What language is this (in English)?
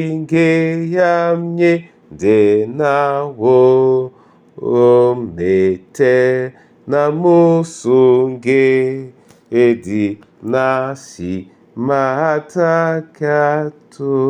Duala